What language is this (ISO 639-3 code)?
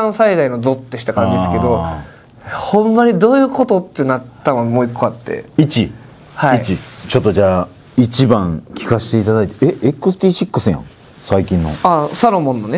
jpn